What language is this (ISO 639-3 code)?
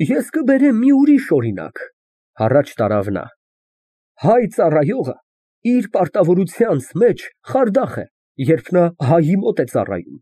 hye